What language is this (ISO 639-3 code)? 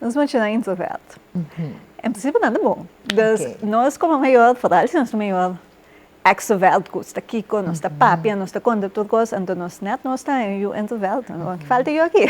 pap